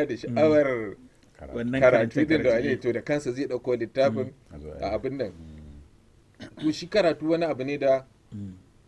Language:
Hausa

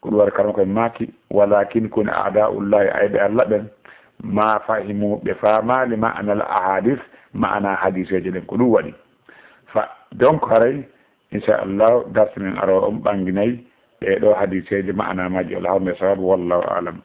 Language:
Fula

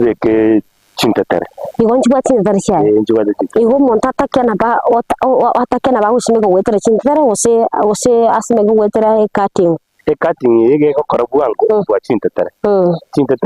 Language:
Gusii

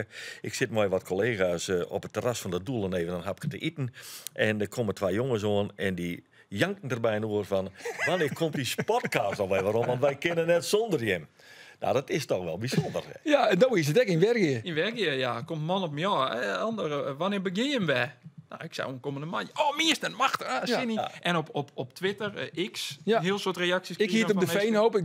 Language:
Western Frisian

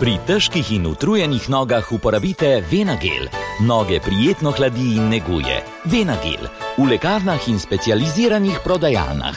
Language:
Slovenian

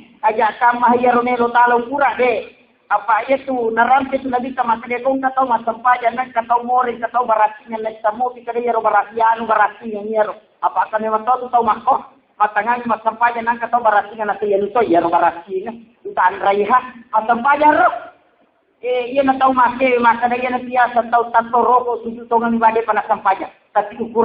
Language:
Buginese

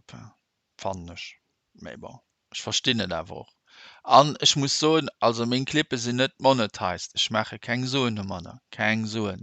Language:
Luxembourgish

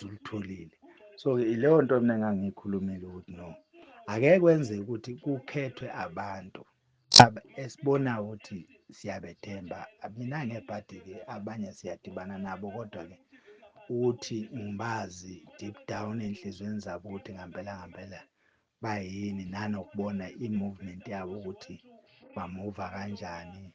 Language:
Zulu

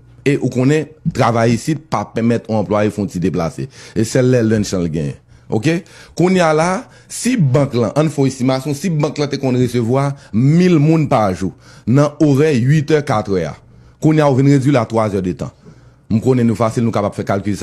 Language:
Haitian Creole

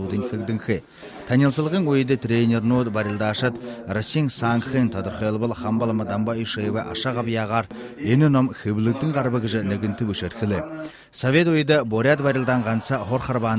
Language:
Buriat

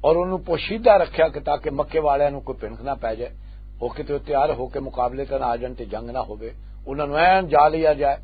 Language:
Western Panjabi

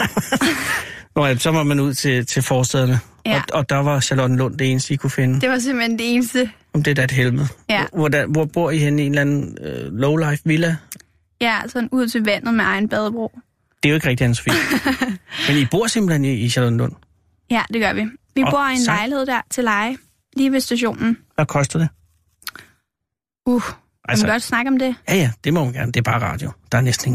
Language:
Danish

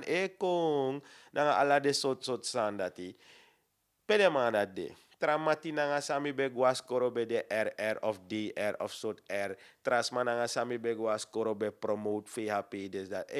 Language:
Sranan Tongo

